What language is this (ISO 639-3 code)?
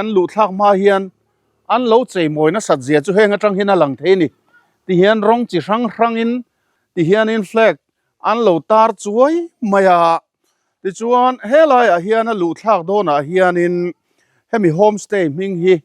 lus